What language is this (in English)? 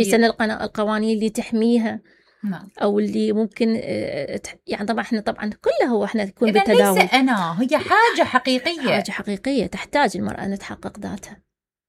Mesopotamian Arabic